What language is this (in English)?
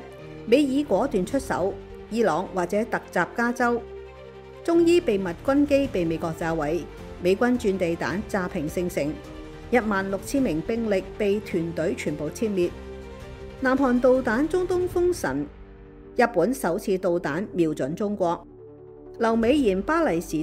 Cantonese